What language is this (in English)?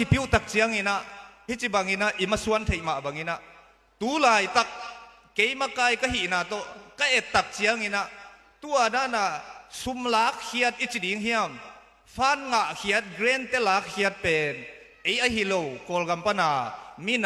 Tedim Chin